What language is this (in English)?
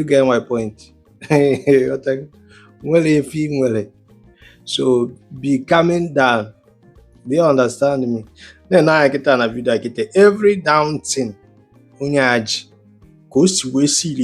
Igbo